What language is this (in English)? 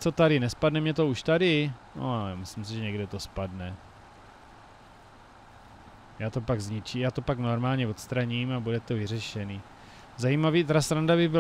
Czech